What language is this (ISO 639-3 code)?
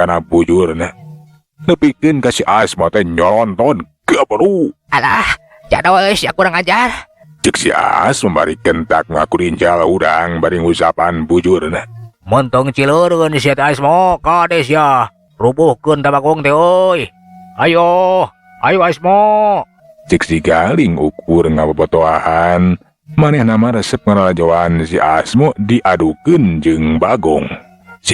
sun